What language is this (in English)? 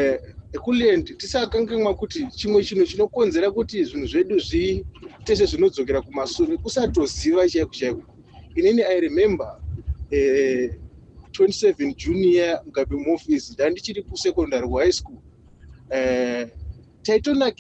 Shona